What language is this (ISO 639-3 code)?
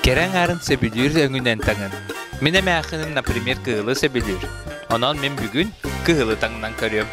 sah